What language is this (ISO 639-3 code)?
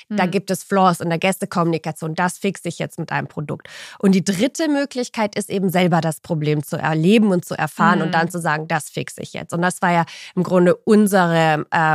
deu